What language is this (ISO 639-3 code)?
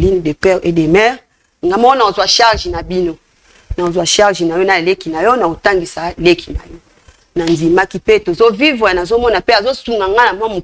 lin